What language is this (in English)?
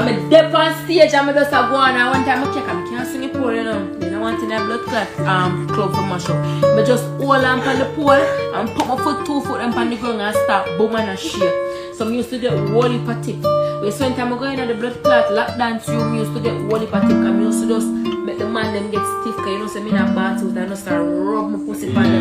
Jamaican Creole English